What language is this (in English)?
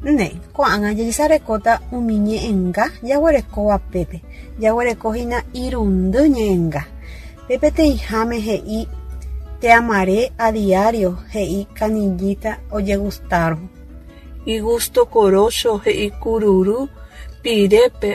Guarani